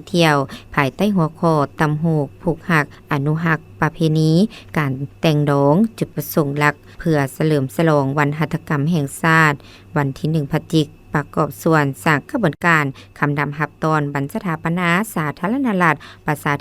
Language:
Lao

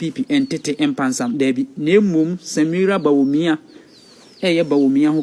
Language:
Akan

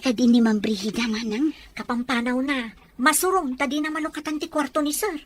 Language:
Iloko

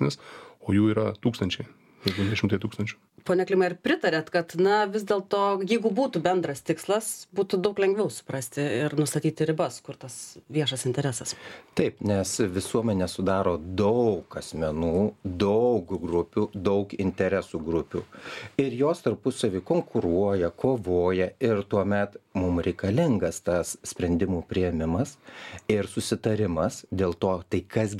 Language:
Lithuanian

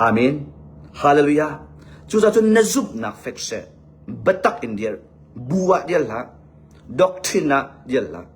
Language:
Hakha Chin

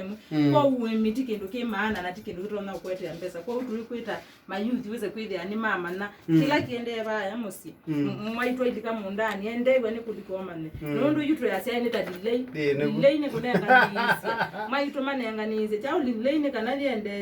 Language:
Kamba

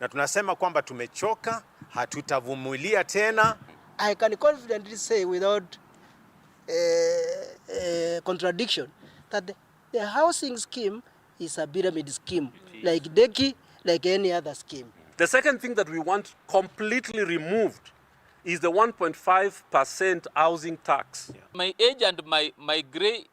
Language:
Meru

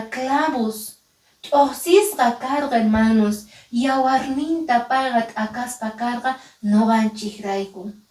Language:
Quechua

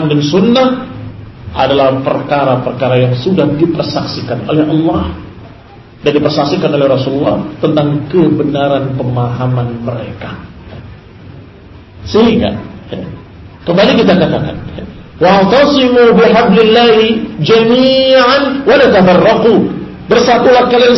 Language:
Indonesian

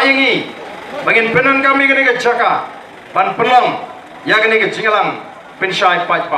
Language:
Khasi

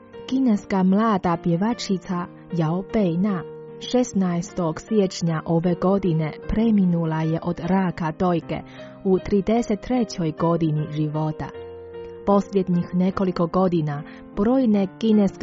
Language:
Croatian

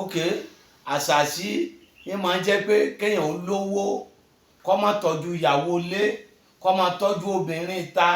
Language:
Yoruba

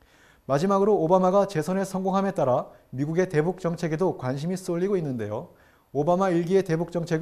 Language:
Korean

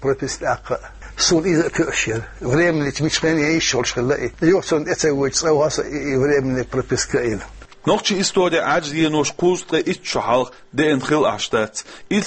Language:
Chechen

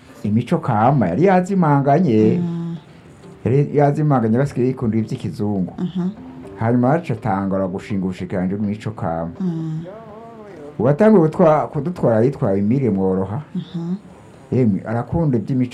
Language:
Rundi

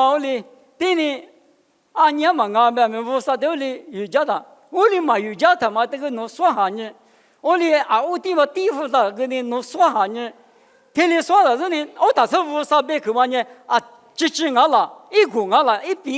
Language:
Lisu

